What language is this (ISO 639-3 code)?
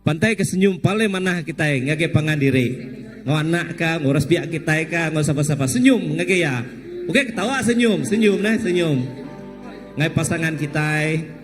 iba